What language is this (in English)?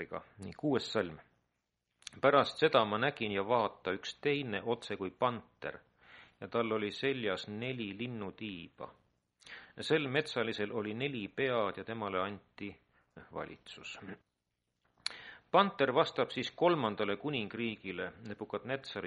Estonian